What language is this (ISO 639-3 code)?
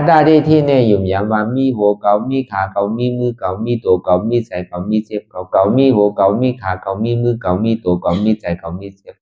shn